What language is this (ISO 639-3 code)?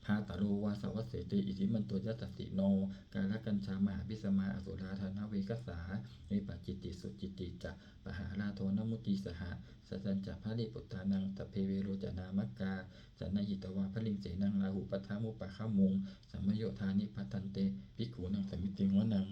pli